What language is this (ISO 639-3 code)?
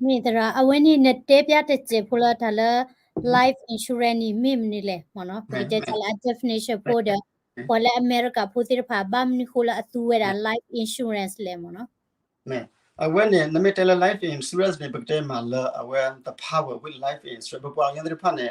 ksw